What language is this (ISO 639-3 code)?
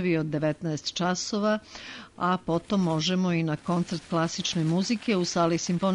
srp